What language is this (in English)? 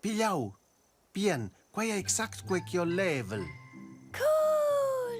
Romansh